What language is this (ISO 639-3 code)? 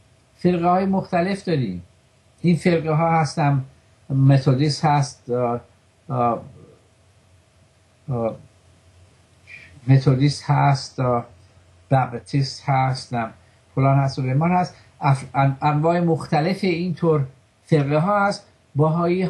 fas